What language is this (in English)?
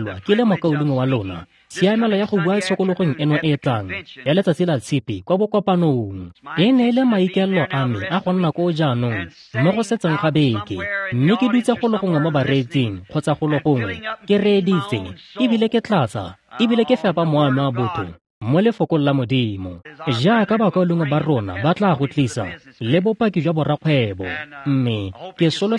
Tswana